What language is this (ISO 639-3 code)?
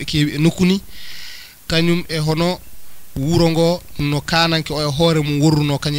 ful